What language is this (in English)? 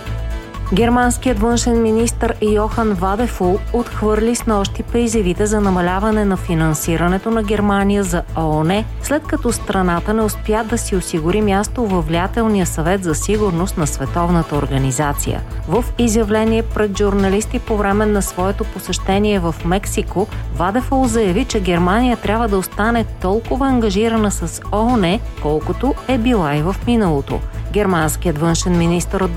Bulgarian